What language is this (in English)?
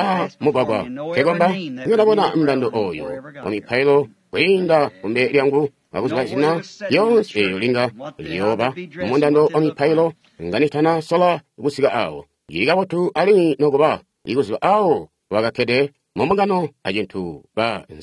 Tonga (Zambia)